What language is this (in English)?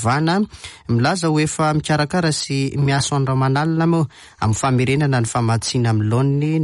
Malagasy